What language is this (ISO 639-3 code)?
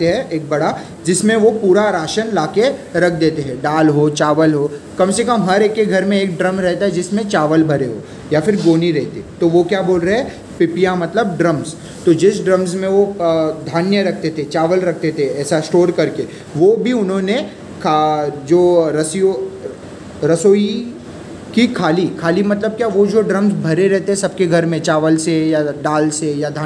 hin